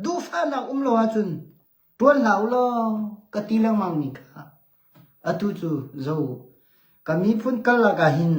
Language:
Hakha Chin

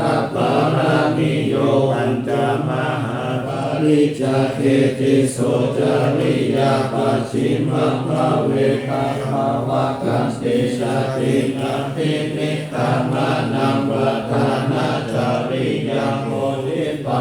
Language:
Pali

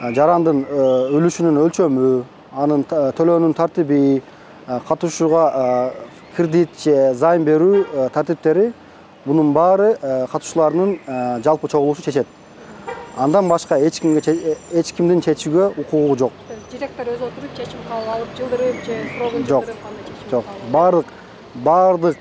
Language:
Kyrgyz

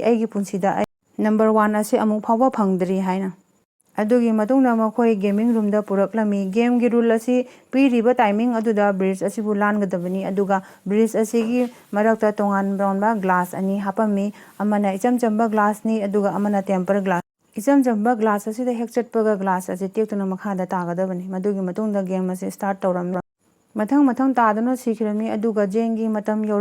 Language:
Manipuri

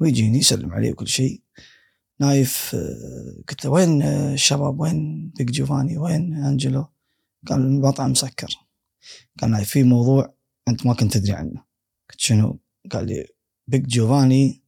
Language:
Gulf Arabic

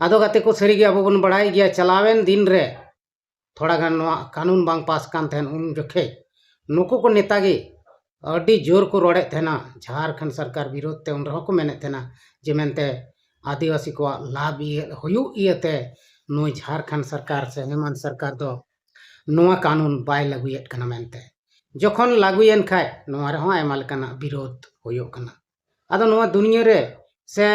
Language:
Santali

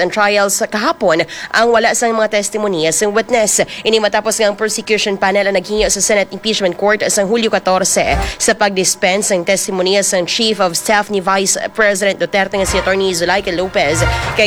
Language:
Hiligaynon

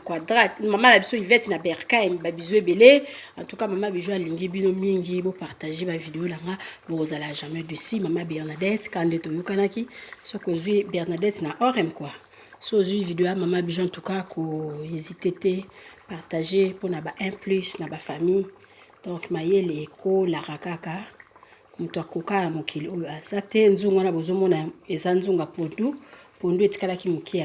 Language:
Lingala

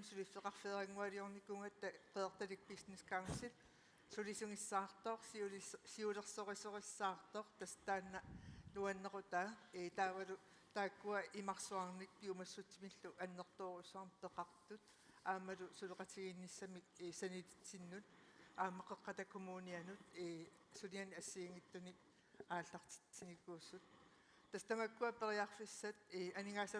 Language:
Kalaallisut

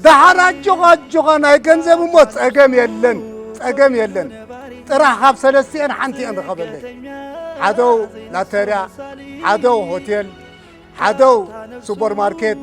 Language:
Tigrinya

